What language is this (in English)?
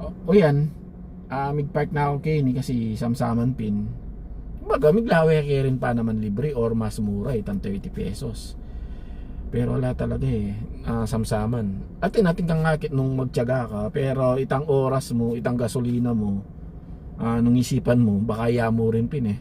Pampanga